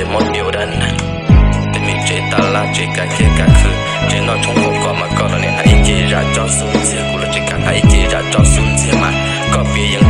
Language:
Hmong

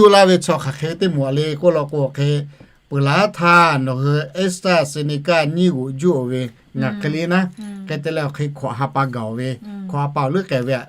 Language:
Lahu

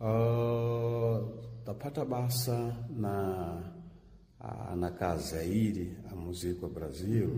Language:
Sena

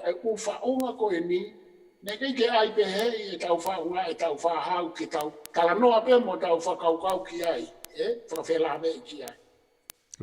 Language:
Tongan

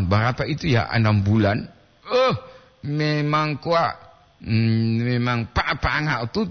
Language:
Gorontalo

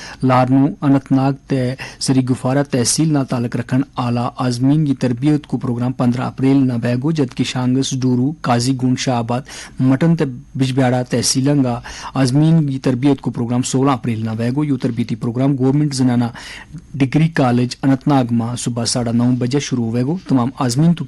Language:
Gujari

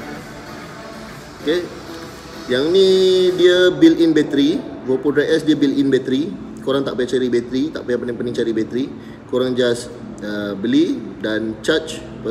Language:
Malay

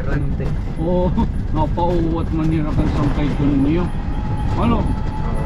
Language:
Waray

